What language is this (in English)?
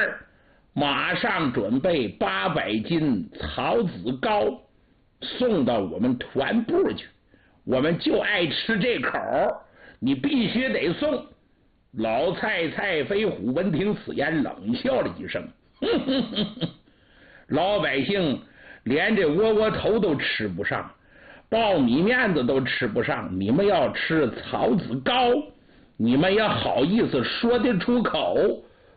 Chinese